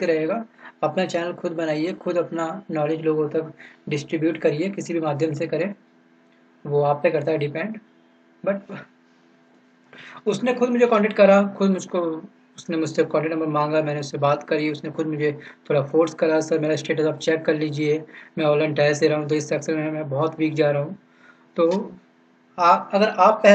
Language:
Hindi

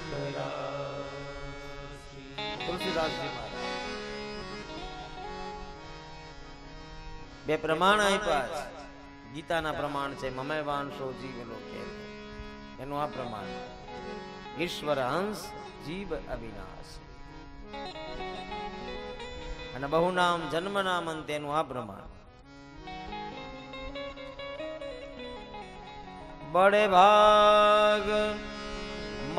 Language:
Gujarati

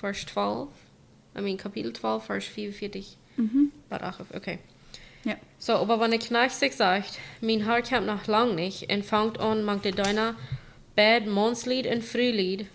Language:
Plautdietsch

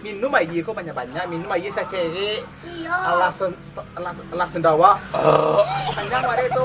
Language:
Minangkabau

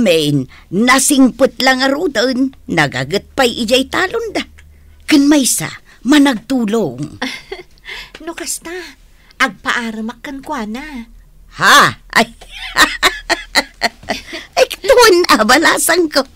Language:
Iloko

